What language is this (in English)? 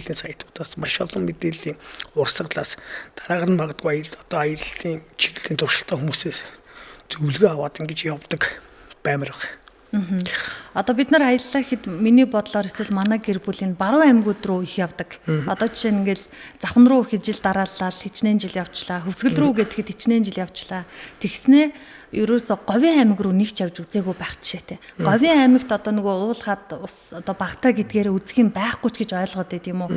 Mongolian